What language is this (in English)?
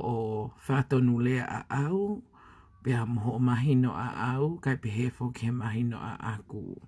Tongan